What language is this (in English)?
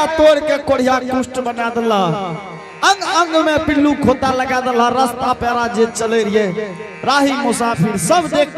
Angika